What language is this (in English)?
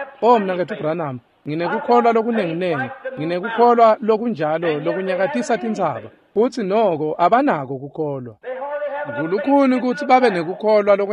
Swati